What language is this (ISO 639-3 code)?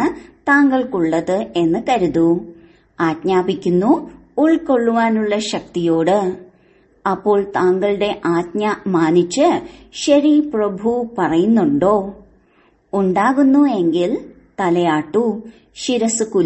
mal